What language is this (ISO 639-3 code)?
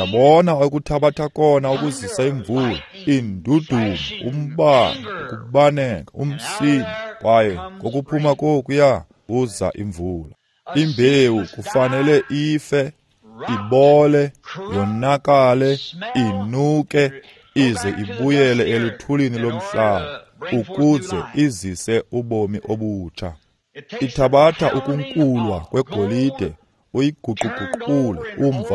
xho